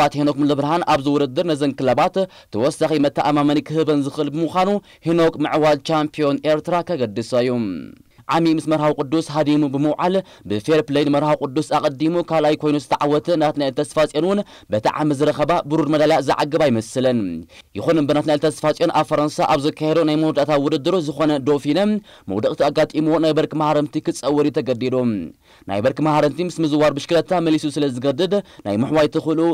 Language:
Tigrinya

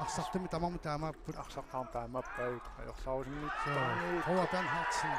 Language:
Kalaallisut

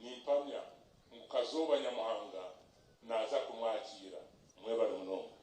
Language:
Nyankole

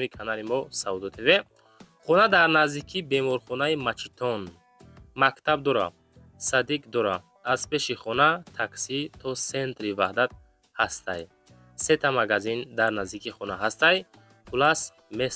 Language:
Tajik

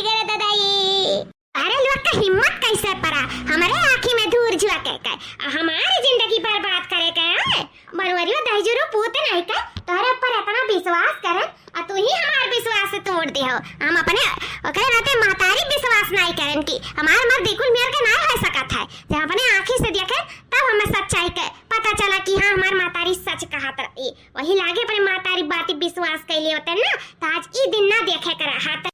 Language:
Awadhi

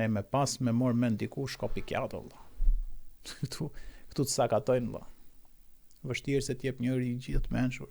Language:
Albanian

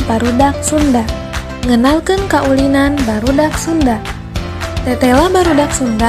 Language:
Sundanese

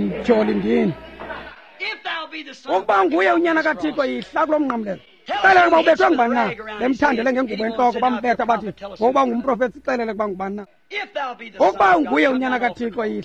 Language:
Xhosa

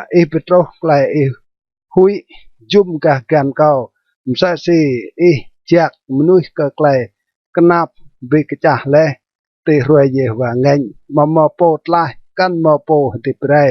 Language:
Rade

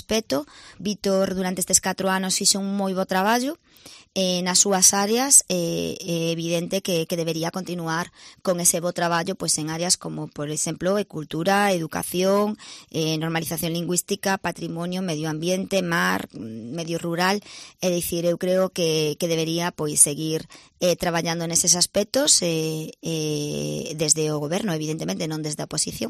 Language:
Galician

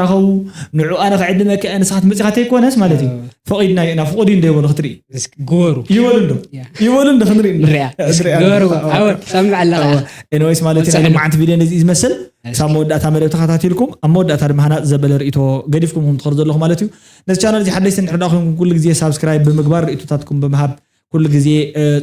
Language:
Tigrinya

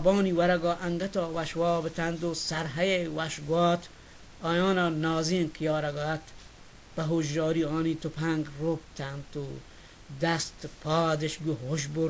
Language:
Baluchi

